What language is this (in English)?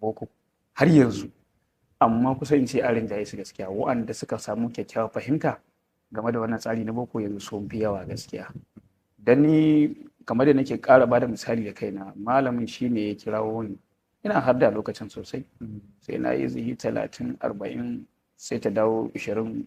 Hausa